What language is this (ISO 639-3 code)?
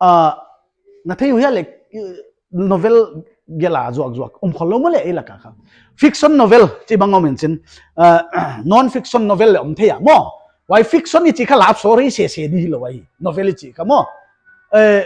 pck